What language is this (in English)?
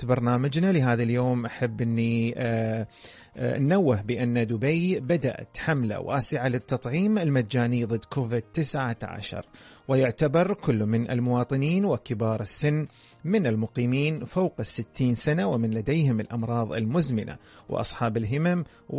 Arabic